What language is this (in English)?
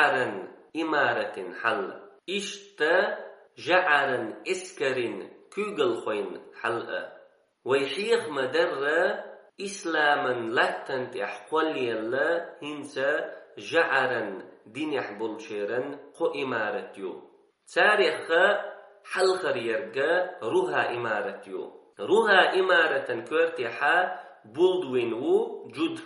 Chechen